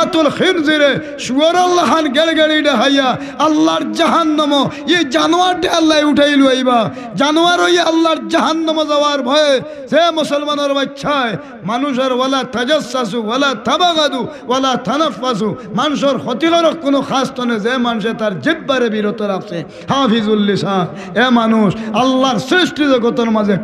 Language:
Sylheti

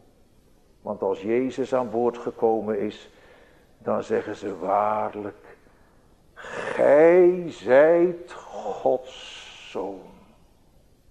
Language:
Dutch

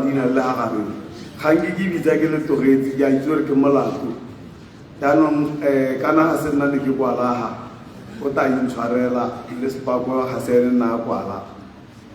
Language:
Tswana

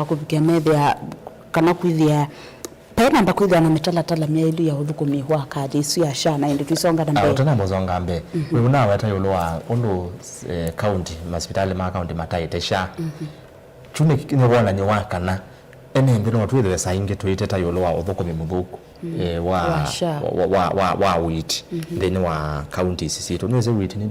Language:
Kamba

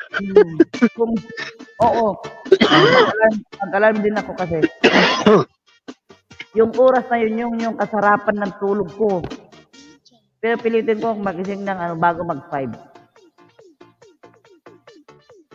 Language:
Filipino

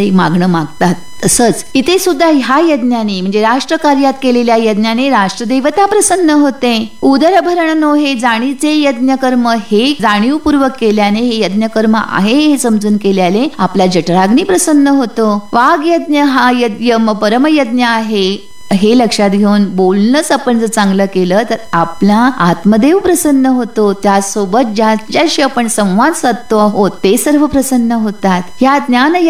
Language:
Marathi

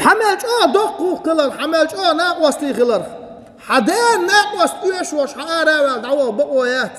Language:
Chechen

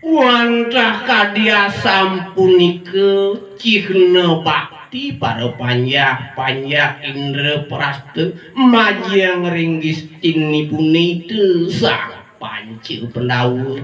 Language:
Balinese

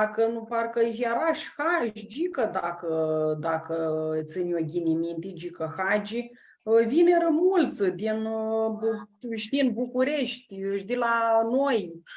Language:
Aromanian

